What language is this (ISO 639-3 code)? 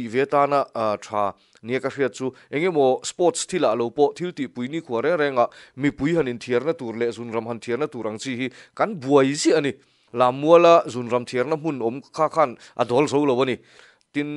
lus